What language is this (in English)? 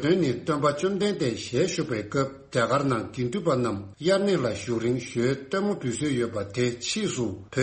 Tibetan